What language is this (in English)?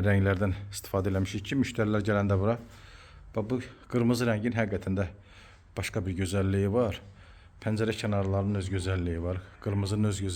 Azerbaijani